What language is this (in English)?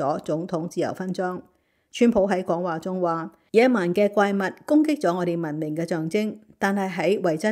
Cantonese